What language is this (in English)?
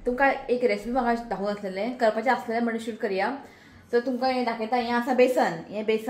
Konkani